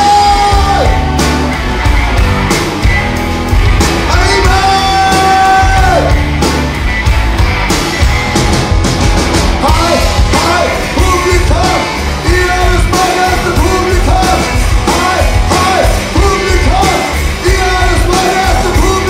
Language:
Danish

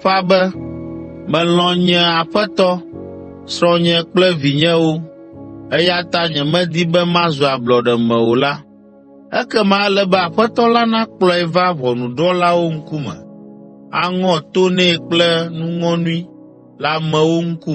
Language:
Ewe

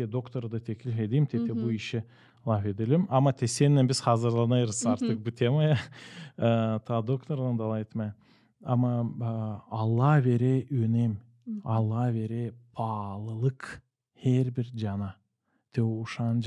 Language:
Gagauz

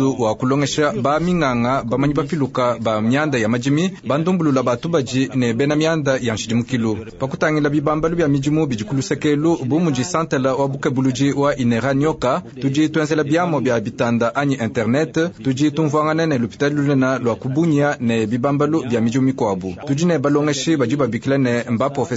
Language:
Luba-Lulua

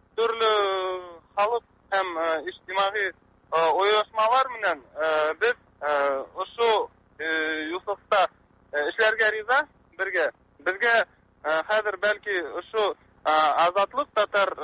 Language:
Tatar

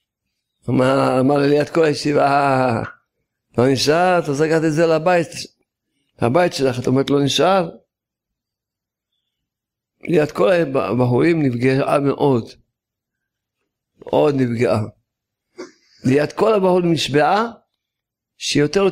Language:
Hebrew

